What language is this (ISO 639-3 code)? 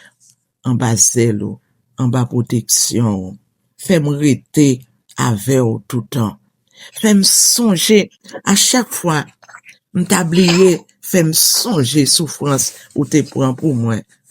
hat